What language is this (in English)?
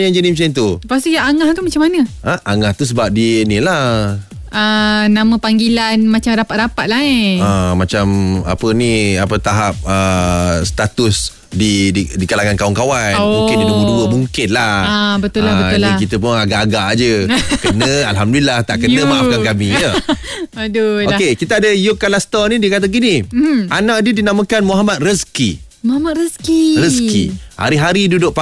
Malay